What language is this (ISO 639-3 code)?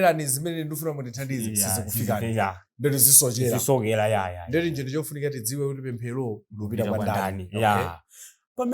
nya